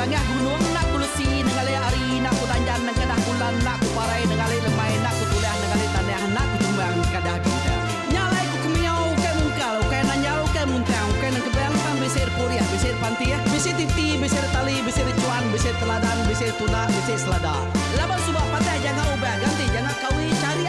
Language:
Iban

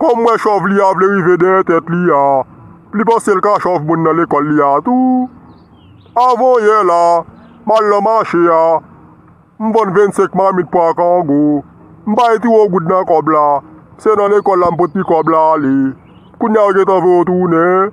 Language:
Haitian Creole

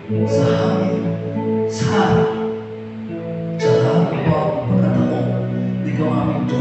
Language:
Filipino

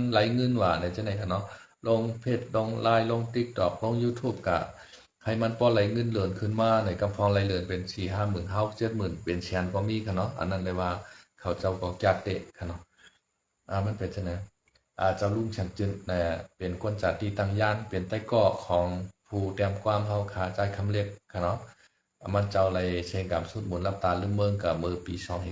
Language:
Shan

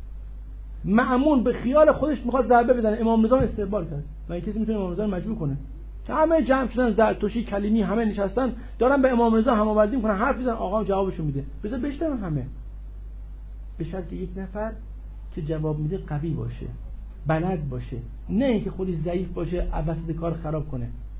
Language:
Persian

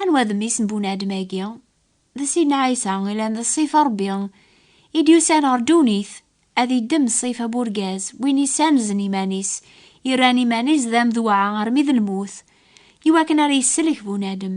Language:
Kabyle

